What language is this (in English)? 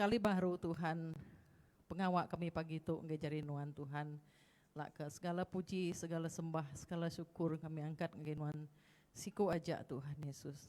Iban